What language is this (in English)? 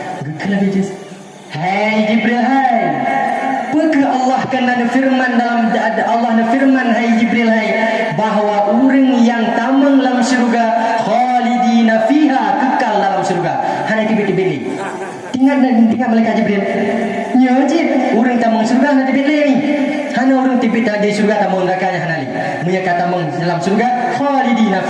Achinese